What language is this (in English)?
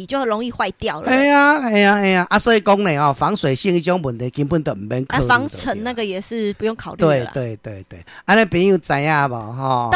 Min Nan Chinese